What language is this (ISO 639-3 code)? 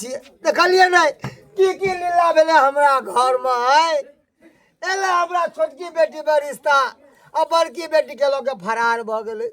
mai